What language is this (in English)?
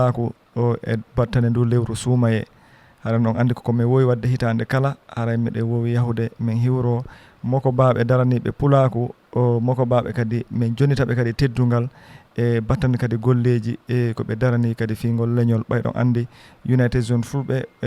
Fula